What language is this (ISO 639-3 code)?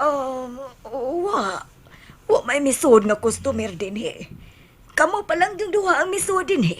ceb